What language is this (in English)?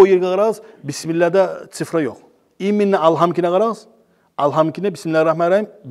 Kumyk